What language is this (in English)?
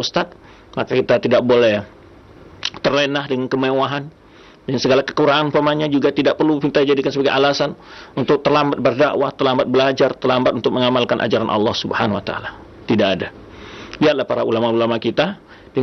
Indonesian